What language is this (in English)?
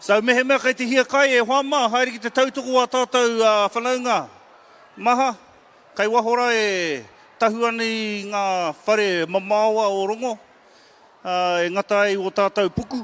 Māori